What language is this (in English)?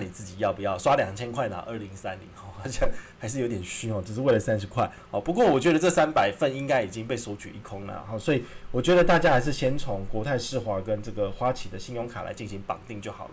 Chinese